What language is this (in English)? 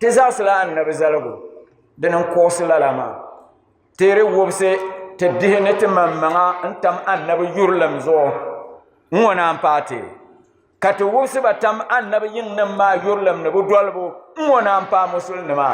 Dagbani